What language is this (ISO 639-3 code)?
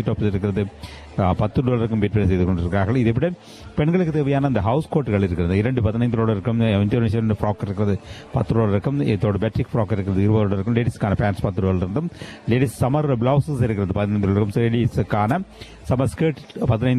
tam